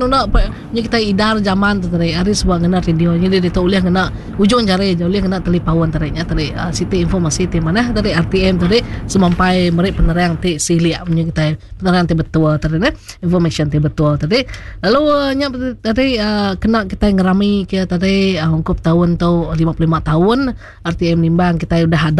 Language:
Iban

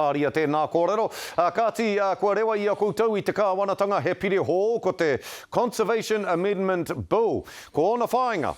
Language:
Māori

